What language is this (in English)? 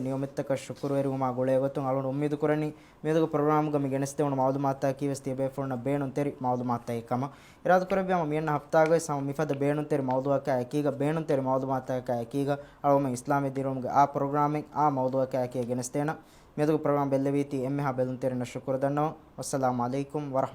Divehi